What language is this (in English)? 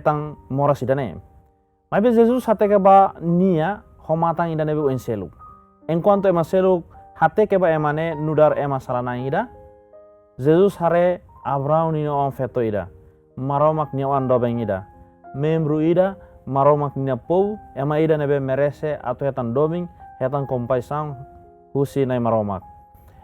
Tetum